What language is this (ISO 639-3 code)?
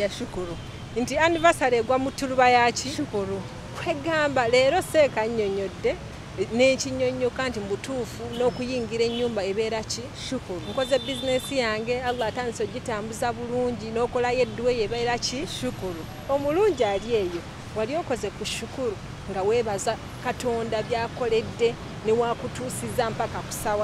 lug